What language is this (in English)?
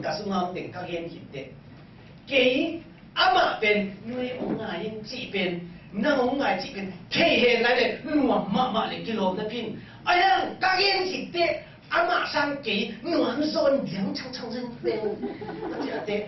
Tedim Chin